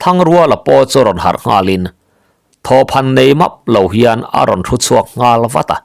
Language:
Mizo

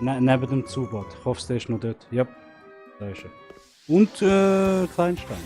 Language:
Swiss German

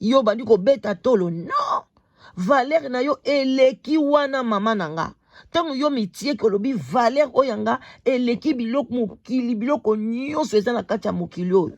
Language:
Lingala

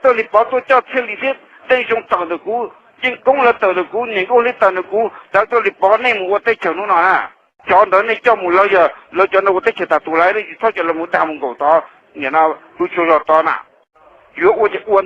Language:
Hmong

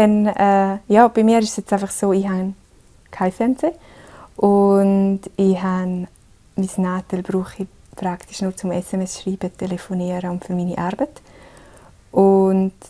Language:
Romansh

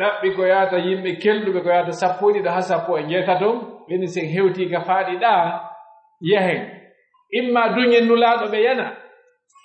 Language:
Pular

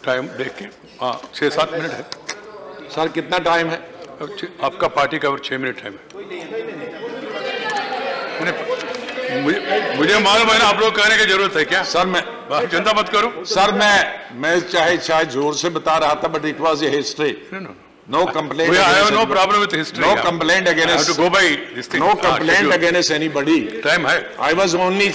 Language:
Hindi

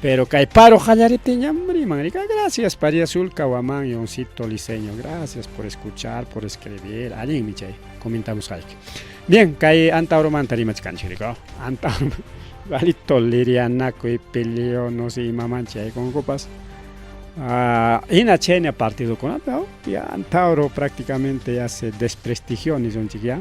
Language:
Ayacucho Quechua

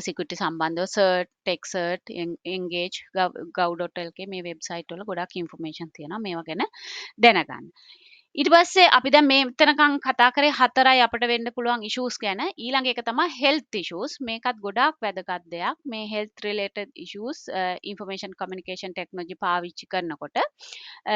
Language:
Sinhala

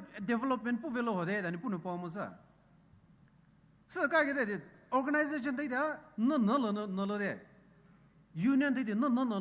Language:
Poumei Naga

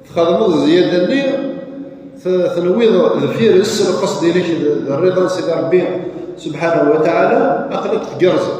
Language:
Kabyle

